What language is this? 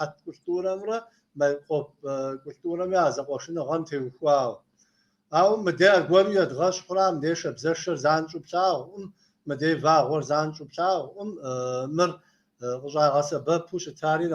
Kabardian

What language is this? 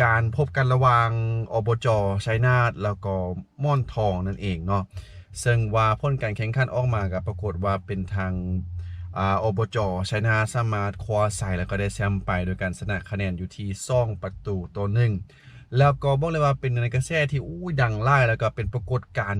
Lao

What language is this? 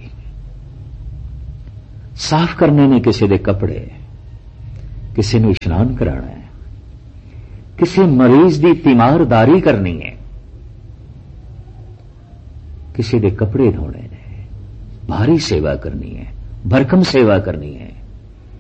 Punjabi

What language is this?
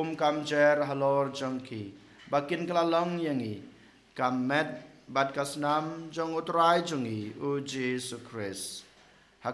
Khasi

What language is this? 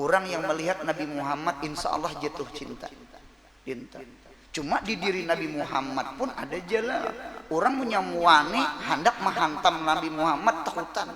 Banjar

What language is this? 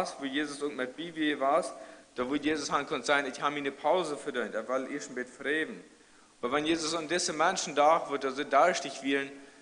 Plautdietsch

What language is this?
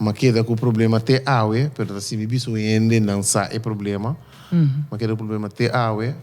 Papiamento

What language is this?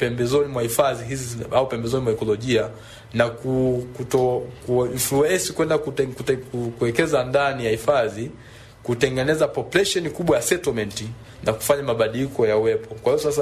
Swahili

